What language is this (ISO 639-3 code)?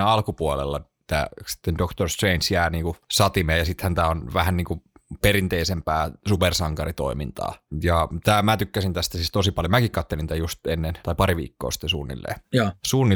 fin